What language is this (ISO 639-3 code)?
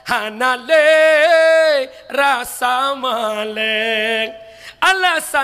ace